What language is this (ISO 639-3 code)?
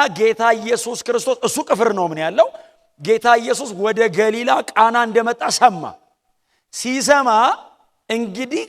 amh